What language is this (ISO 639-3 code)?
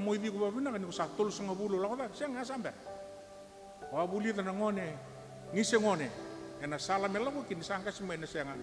fij